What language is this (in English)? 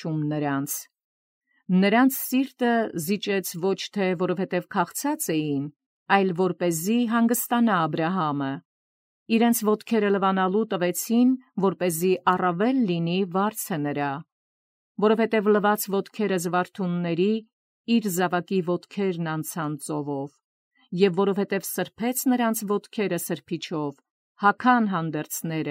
Armenian